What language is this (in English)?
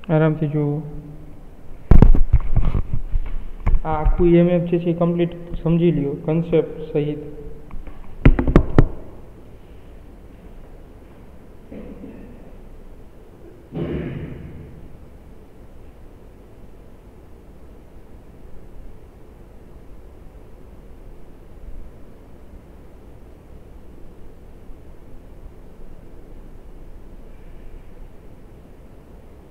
Gujarati